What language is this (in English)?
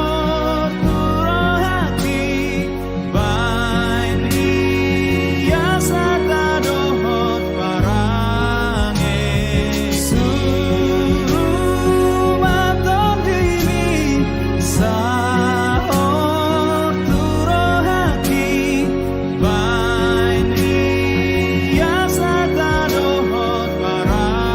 Batak Toba